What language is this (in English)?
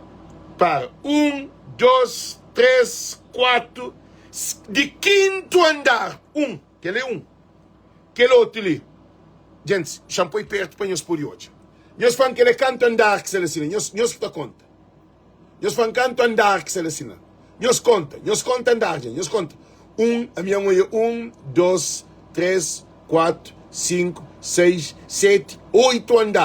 Kabuverdianu